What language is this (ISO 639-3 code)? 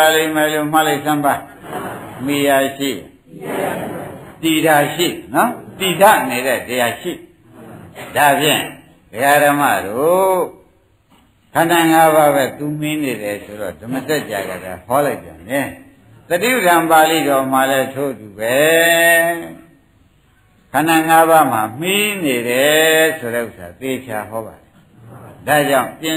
mya